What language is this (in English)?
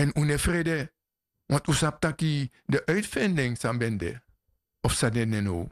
Sranan Tongo